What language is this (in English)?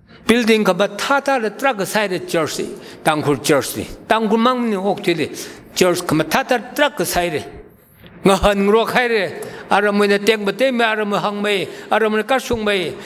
Tangkhul Naga (India)